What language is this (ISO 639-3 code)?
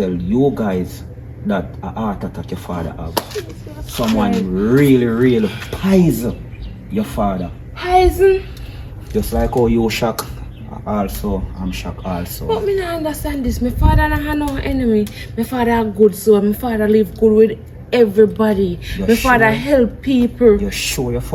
jam